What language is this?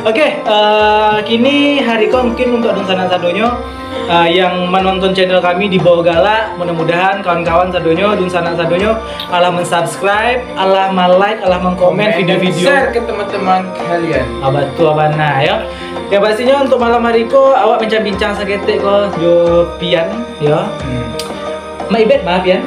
Minangkabau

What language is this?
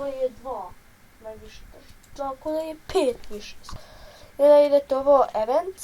Bosnian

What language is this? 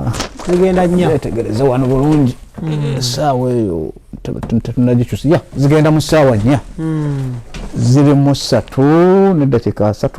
Ganda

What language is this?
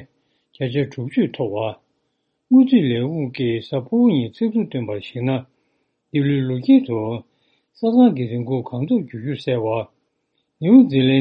Tibetan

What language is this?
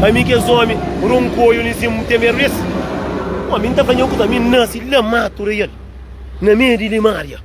Kabuverdianu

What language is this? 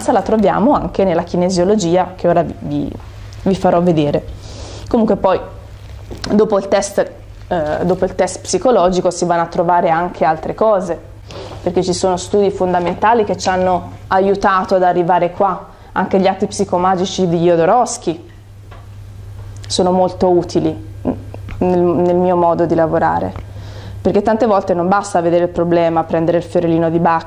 Italian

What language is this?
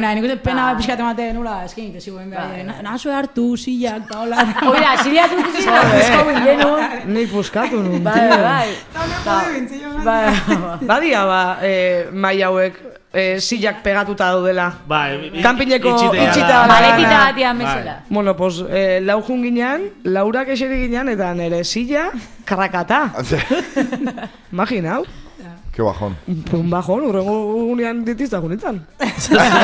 Basque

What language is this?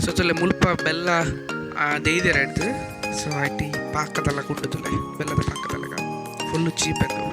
Tulu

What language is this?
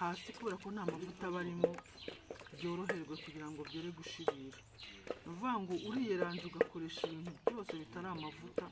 Kinyarwanda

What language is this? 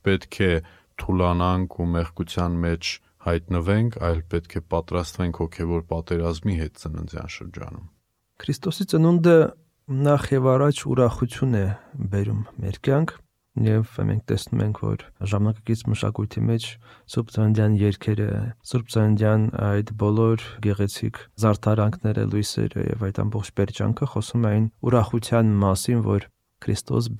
Armenian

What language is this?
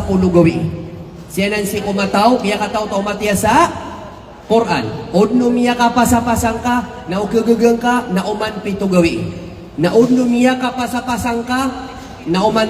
Maranao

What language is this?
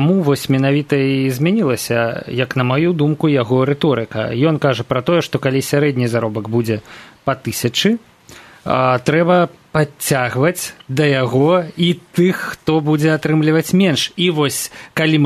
Belarusian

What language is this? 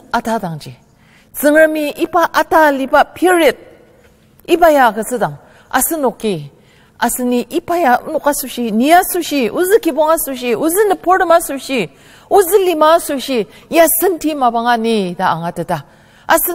Ao Naga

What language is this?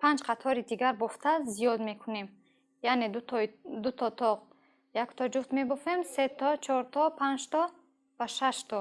Tajik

